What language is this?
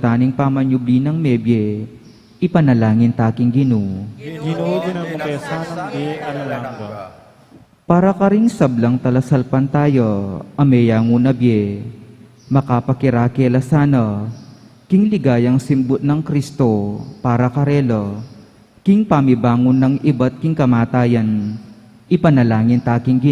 Pampanga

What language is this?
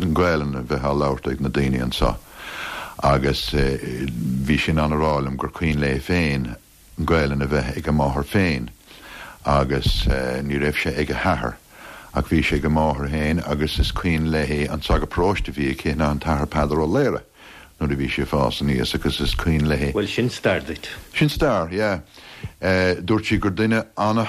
Irish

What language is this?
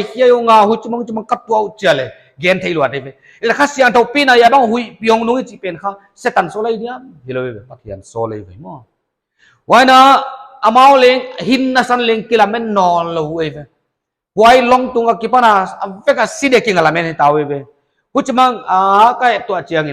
Paite Chin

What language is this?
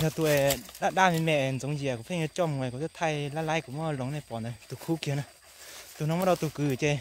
Hmong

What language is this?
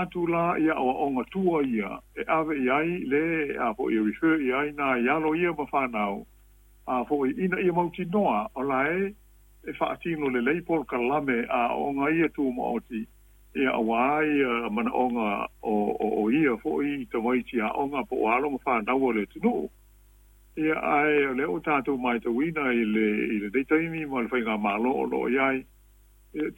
Samoan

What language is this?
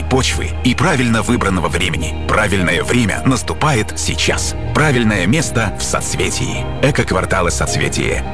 Russian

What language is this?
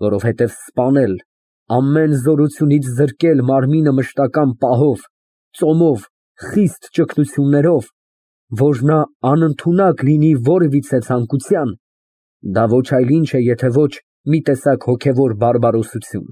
Armenian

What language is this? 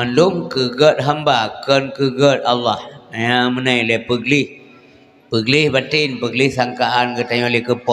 Achinese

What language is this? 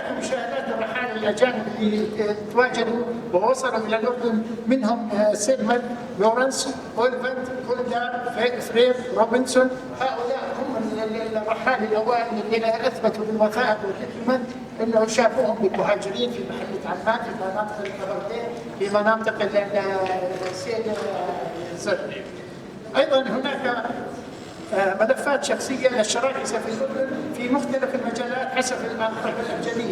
North Levantine Arabic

